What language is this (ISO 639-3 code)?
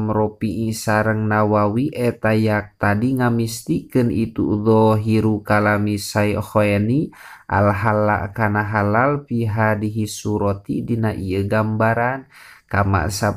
sun